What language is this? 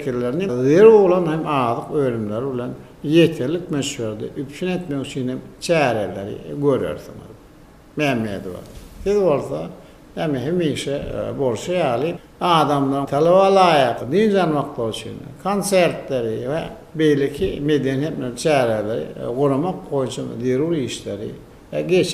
Turkmen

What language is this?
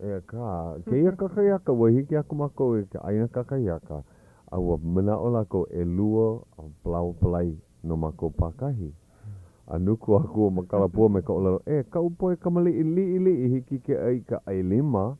Hawaiian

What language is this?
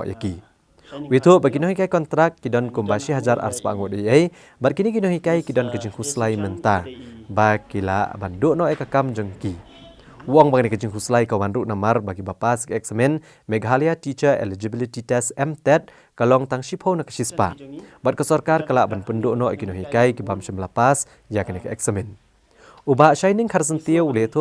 Khasi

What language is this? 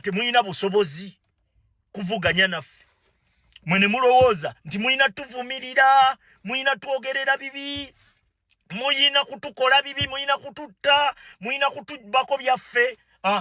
Ganda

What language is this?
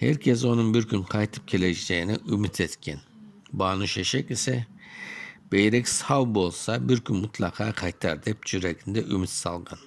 Crimean Tatar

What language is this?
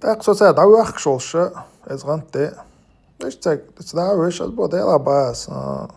Chechen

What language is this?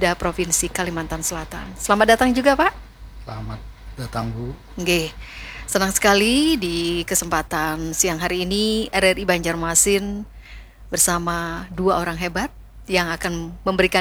Indonesian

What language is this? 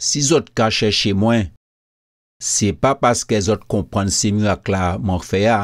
Guadeloupean Creole French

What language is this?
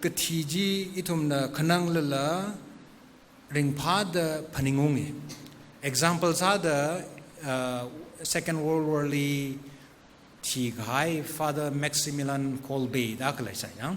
Tangkhul Naga (India)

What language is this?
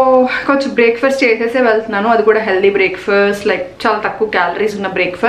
Telugu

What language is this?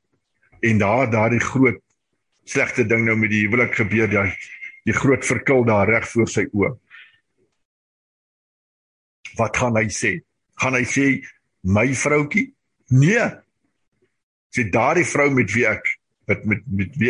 Afrikaans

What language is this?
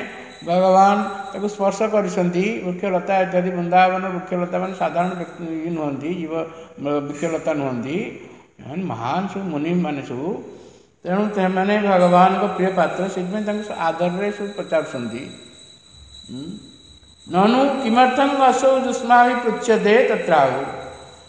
Odia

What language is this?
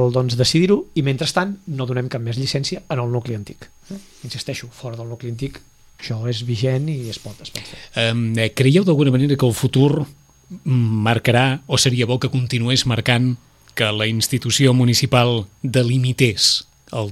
Catalan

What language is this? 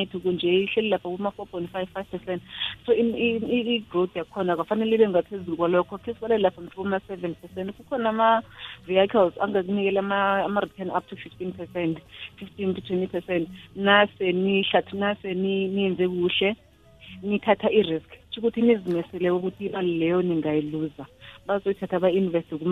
South Ndebele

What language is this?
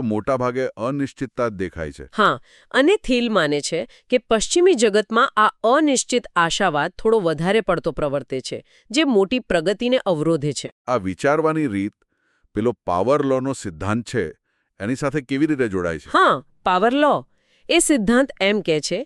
Gujarati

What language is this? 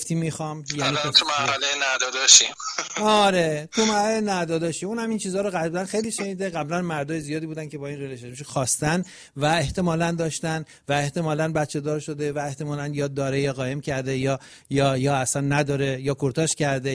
Persian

